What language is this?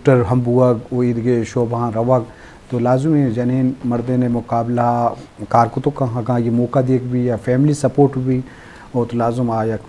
Eastern Balochi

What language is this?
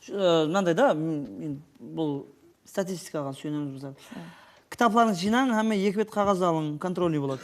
Kara-Kalpak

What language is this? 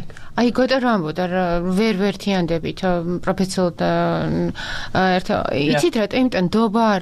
Georgian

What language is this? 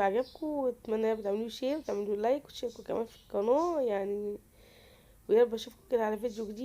Egyptian Arabic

